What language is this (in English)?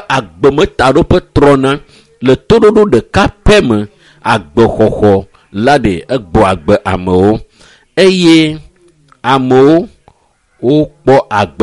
Ewe